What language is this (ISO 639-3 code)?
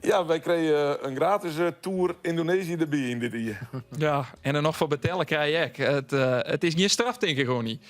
fry